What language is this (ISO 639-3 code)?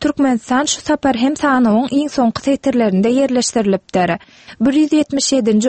tuk